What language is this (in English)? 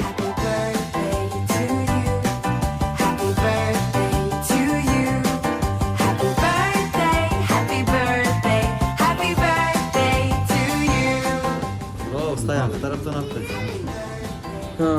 Turkmen